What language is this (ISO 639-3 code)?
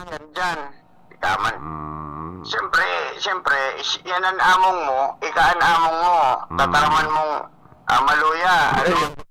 bik